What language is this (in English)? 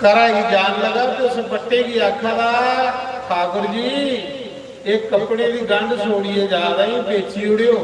Dogri